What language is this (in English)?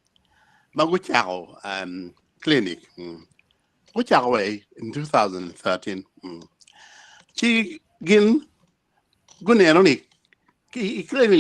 Acoli